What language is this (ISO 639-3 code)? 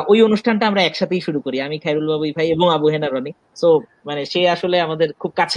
ben